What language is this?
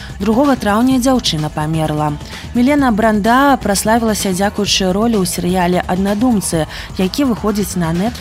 Belarusian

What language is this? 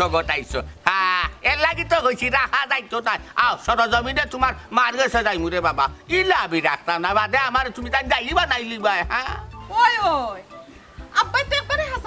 Sylheti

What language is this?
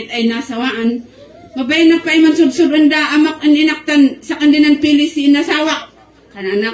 Kankanaey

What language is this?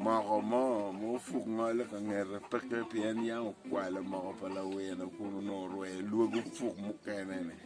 Acoli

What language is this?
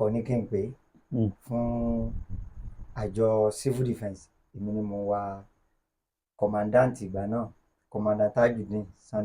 Yoruba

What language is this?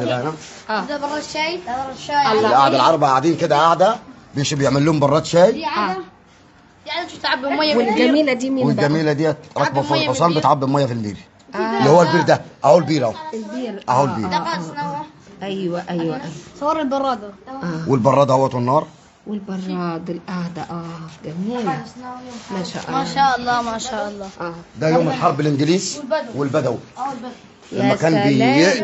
Egyptian Arabic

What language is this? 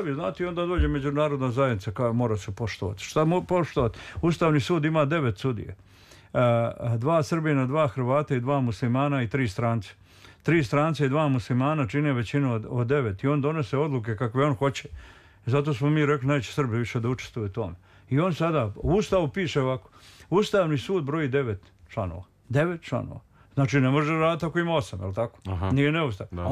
Serbian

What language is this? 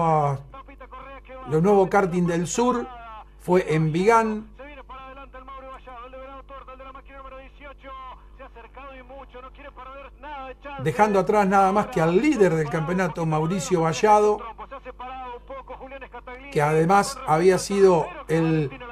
Spanish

